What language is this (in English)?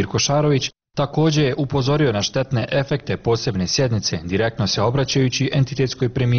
Bosnian